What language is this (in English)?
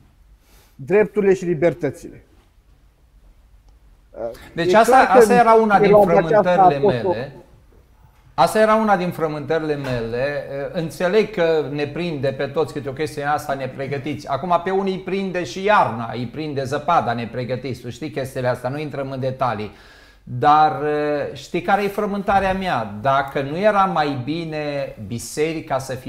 Romanian